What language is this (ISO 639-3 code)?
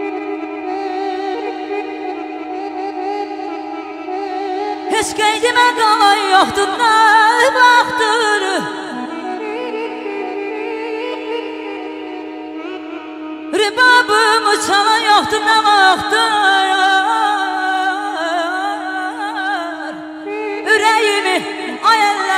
aze